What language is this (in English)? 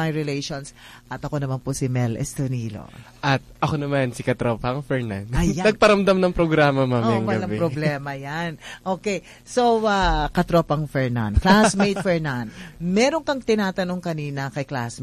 Filipino